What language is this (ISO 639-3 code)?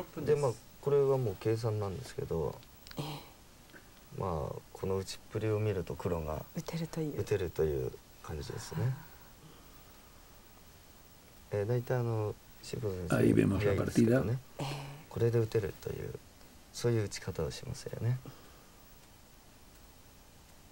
jpn